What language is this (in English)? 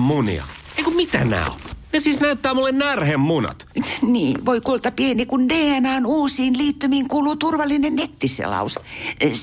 Finnish